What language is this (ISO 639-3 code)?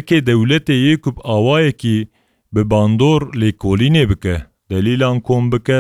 kur